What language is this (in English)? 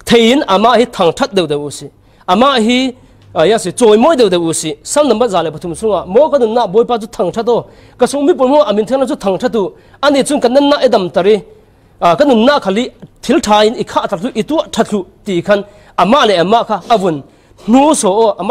Falam Chin